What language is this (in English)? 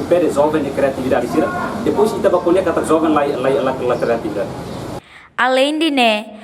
Tetum